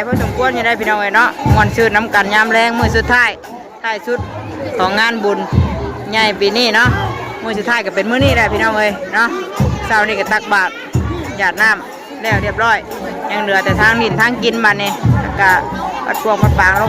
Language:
Northeastern Thai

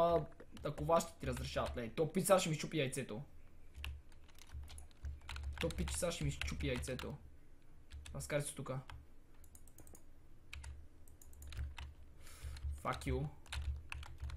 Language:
Bulgarian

